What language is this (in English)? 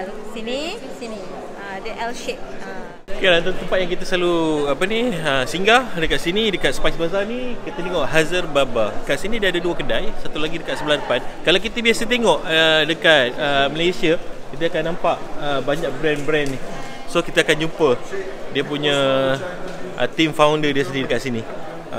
Malay